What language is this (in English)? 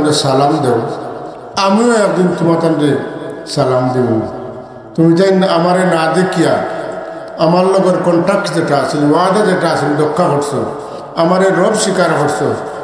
Sylheti